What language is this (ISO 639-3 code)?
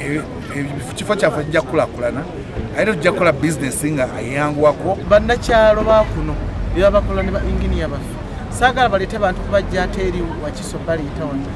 lug